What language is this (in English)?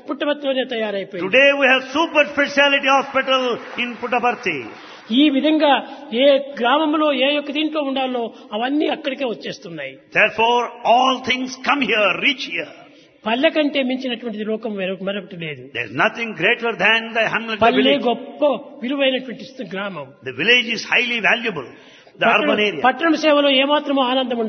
Telugu